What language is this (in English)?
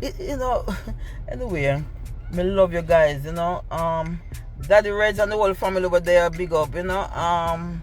Jamaican Creole English